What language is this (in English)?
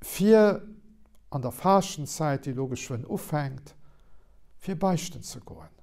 Luxembourgish